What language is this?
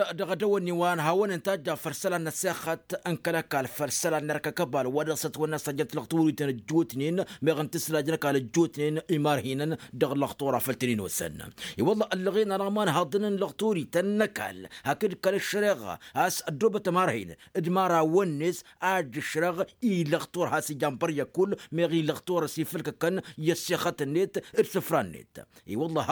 Tamasheq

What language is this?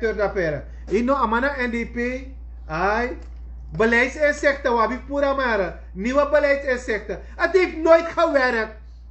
Sranan Tongo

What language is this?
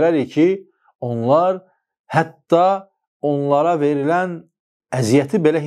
Azerbaijani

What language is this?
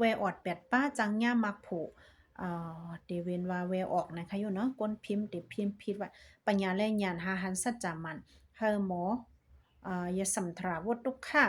Shan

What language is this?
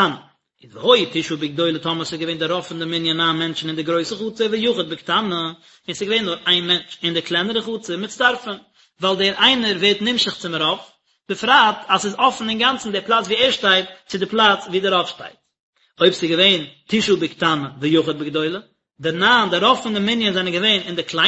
Yiddish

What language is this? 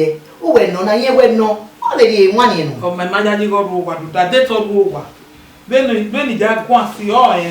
Bini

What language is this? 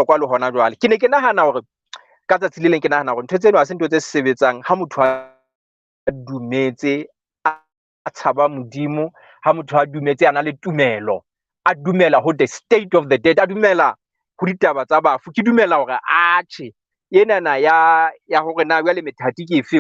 Southern Sotho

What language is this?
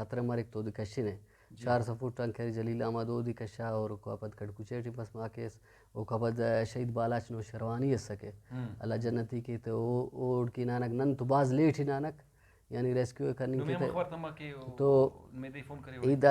Brahui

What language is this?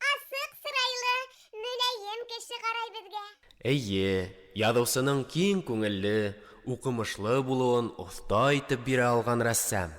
Bashkir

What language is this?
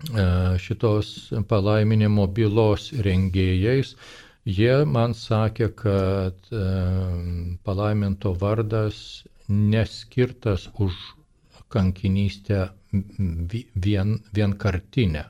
Lithuanian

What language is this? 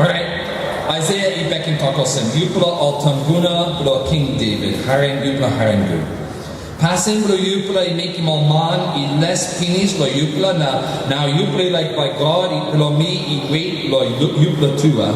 Tok Pisin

